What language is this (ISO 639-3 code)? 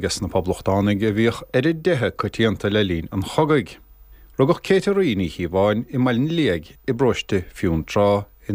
gle